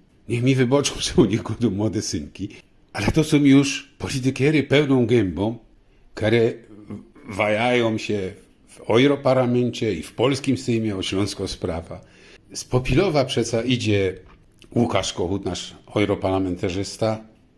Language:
Silesian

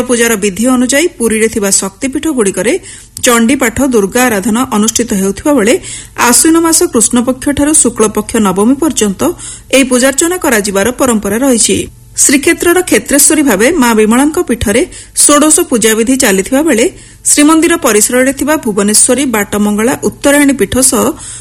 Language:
Odia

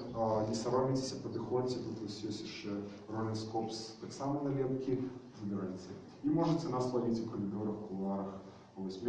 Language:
Belarusian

